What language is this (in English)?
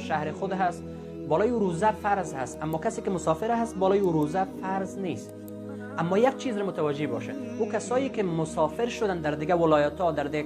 Persian